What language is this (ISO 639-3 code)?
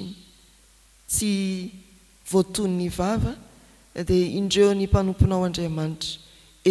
mlg